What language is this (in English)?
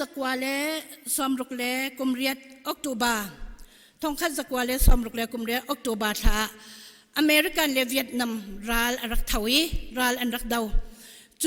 Hakha Chin